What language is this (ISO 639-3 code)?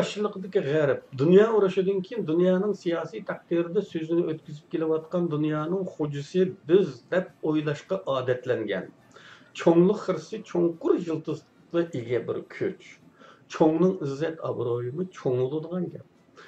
uig